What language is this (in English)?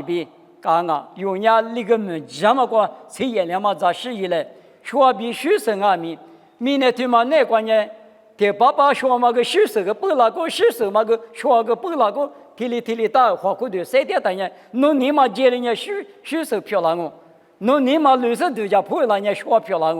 Lisu